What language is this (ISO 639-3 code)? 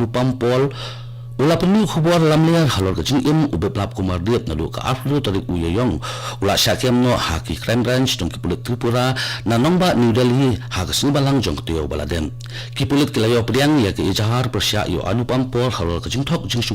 kha